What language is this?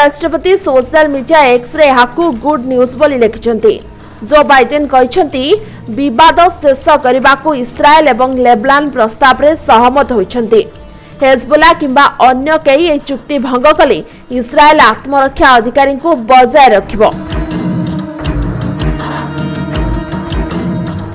Odia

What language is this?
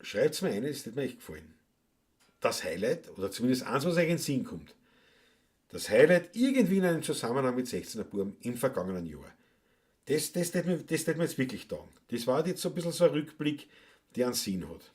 Bavarian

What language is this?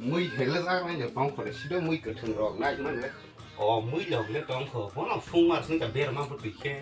Kok Borok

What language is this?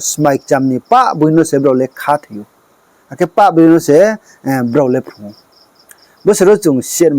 Riang (India)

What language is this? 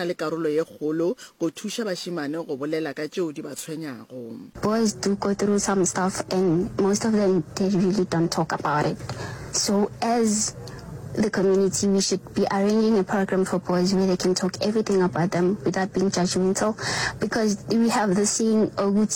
Northern Sotho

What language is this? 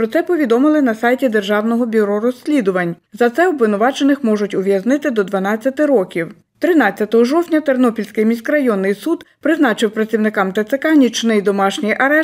Ukrainian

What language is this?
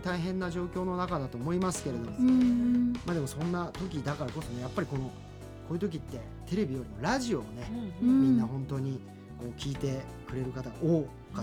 Japanese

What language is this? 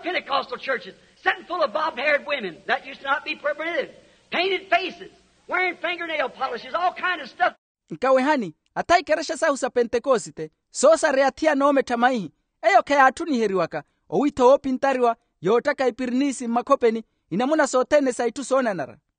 Makhuwa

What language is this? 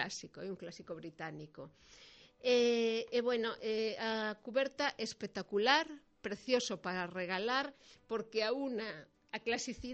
Galician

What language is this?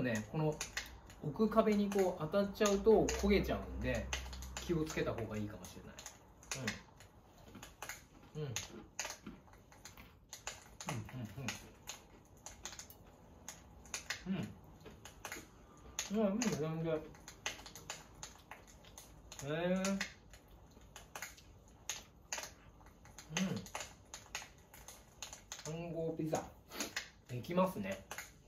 Japanese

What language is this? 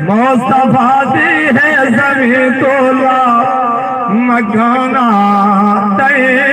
Saraiki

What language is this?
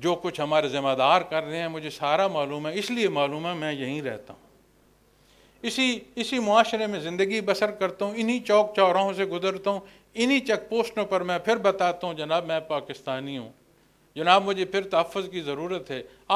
Urdu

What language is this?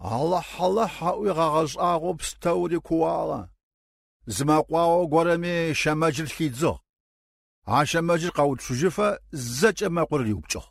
Kabardian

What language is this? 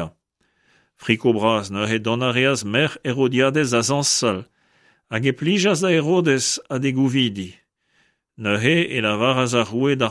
Breton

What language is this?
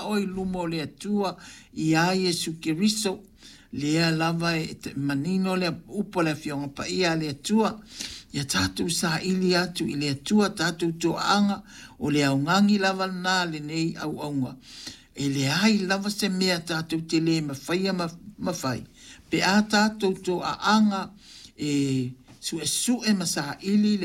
Samoan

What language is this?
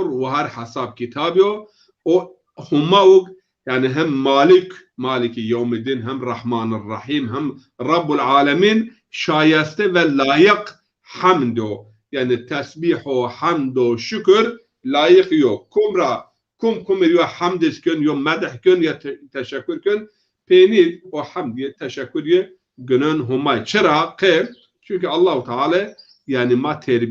Zaza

